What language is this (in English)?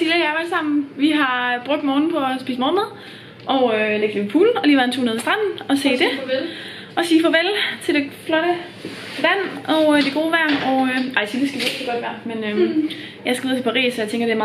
Danish